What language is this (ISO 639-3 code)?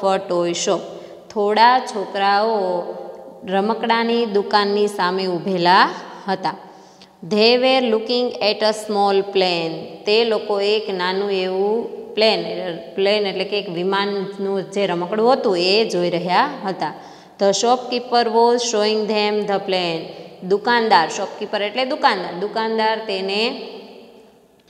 guj